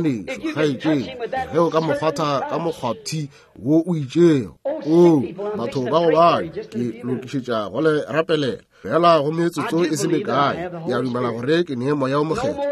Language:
Northern Sotho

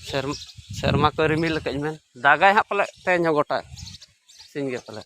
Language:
Santali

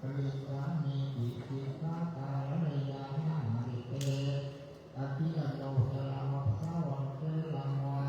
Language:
Pali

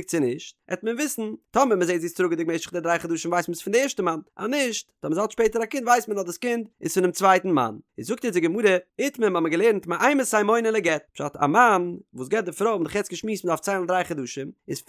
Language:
Yiddish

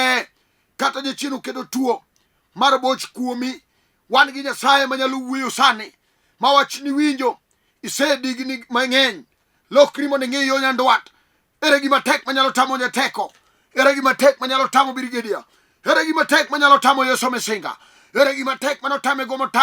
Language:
Luo (Kenya and Tanzania)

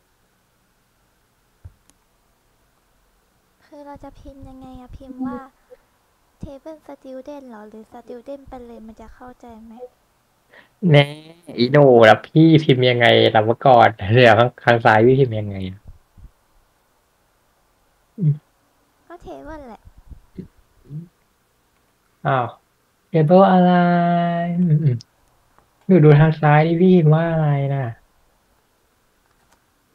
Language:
Thai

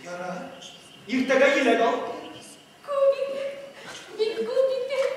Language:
Bashkir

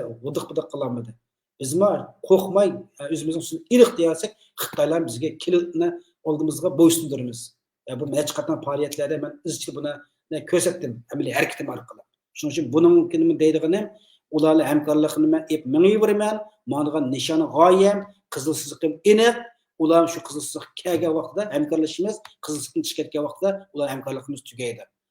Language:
Uyghur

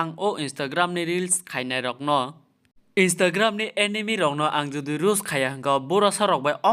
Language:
Kok Borok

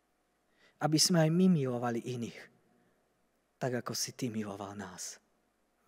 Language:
Slovak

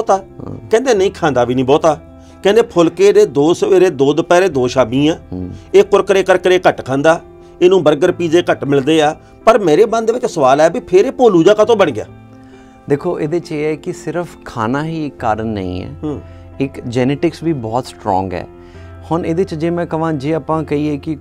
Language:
Punjabi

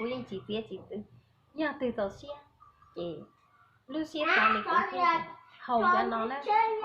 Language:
Hmong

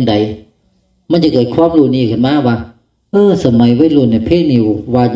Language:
Northeastern Thai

